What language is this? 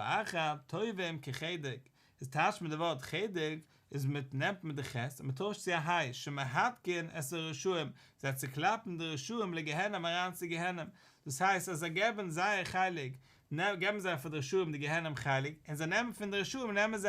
Yiddish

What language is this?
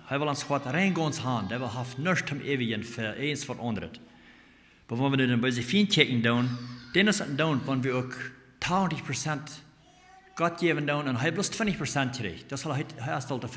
Plautdietsch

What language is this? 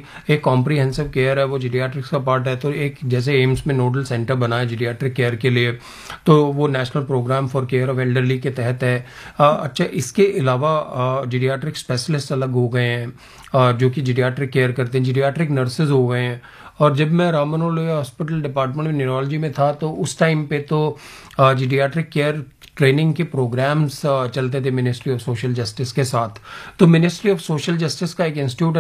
Hindi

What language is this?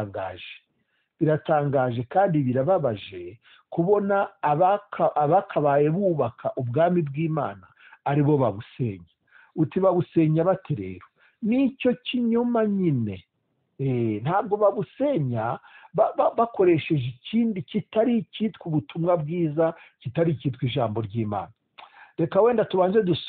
Kinyarwanda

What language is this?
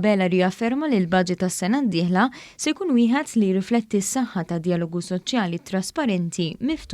Maltese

